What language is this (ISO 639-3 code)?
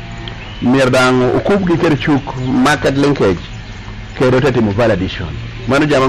laj